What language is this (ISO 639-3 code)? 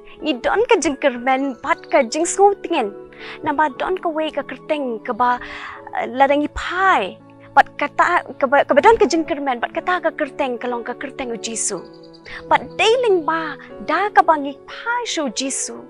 kha